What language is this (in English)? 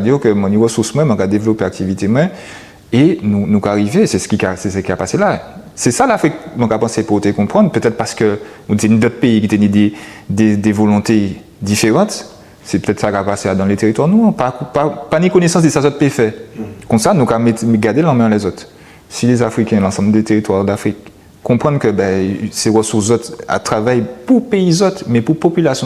Guadeloupean Creole French